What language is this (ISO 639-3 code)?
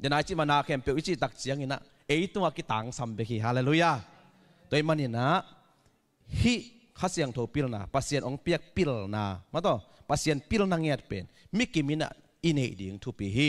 ctd